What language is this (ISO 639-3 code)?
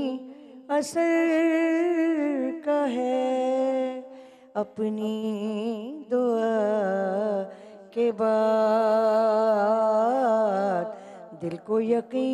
hin